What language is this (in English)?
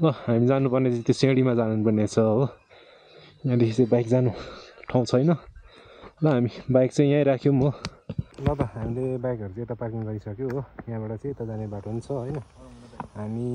Nepali